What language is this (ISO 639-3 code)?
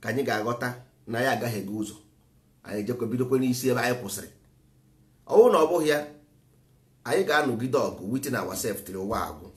ibo